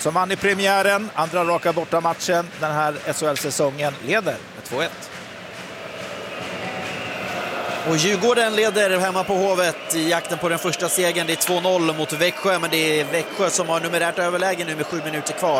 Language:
Swedish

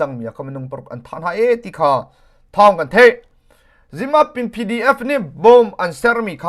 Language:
Hakha Chin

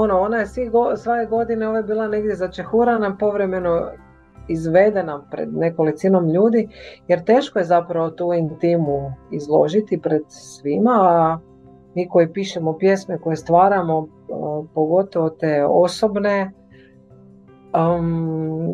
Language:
Croatian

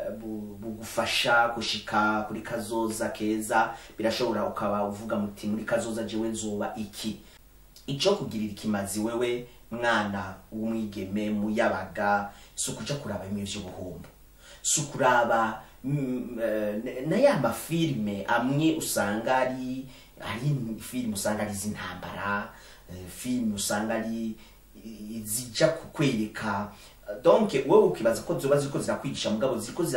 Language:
Rundi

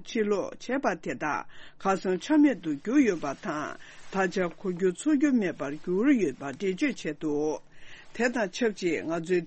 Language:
Tibetan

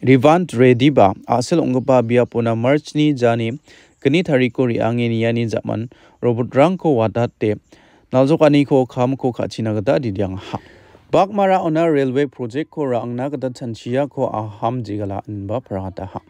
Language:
Garo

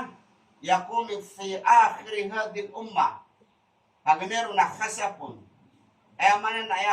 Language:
Maranao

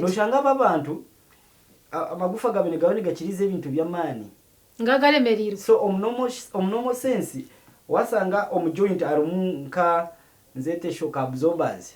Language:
Nyankole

